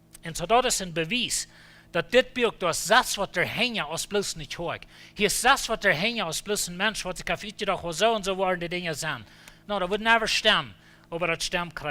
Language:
Plautdietsch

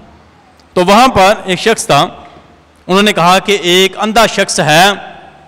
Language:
Urdu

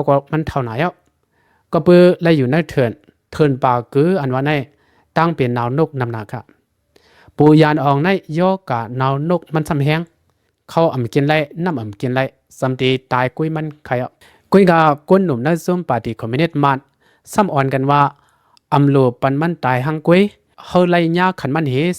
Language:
Lao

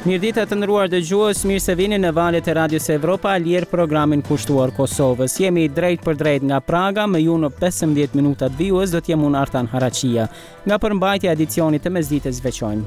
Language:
Albanian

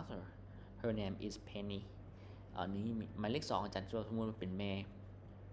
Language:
Lao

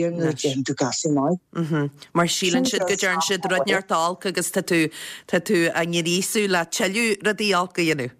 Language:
Irish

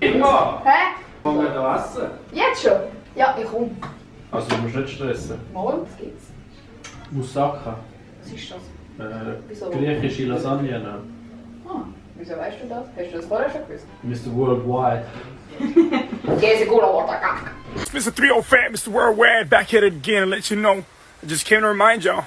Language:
Swiss German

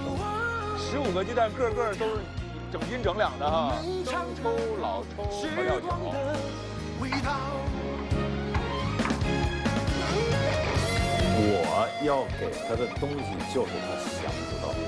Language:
Chinese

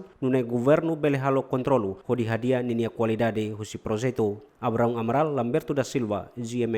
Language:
Tetum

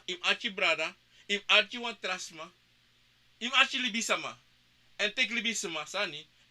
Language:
Sranan Tongo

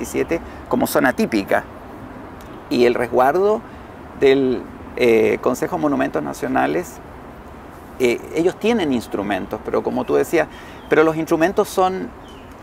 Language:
Spanish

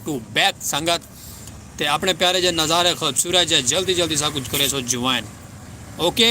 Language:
Saraiki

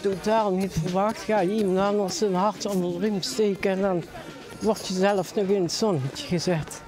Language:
Limburgish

